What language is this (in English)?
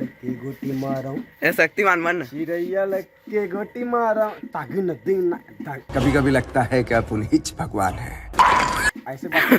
Chhattisgarhi